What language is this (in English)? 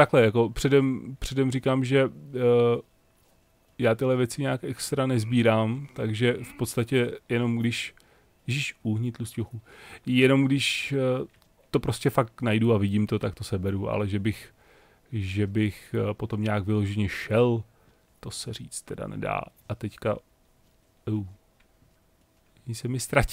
Czech